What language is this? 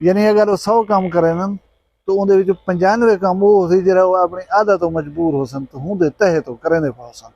Saraiki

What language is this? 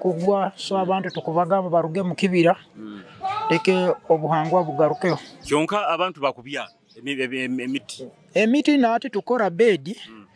Nyoro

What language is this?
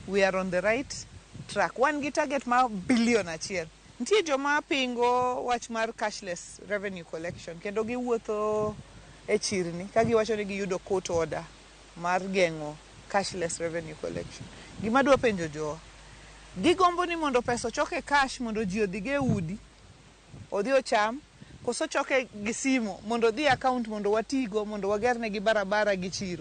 Luo (Kenya and Tanzania)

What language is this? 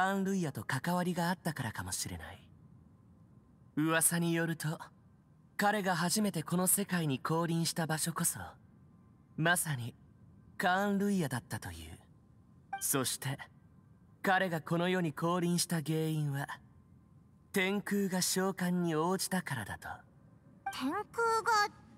Japanese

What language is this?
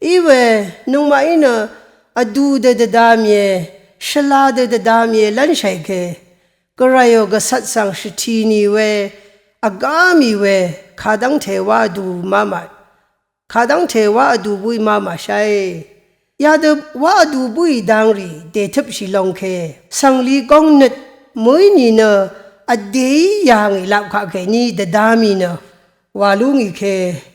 Rawang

